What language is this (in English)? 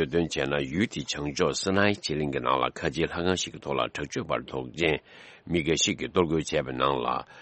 Tibetan